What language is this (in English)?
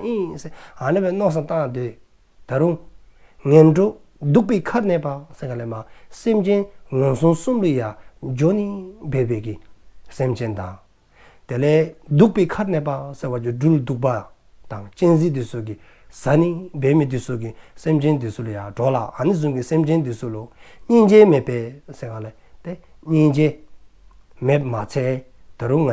Dzongkha